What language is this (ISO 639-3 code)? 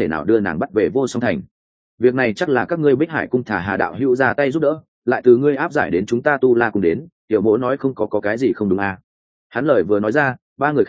vie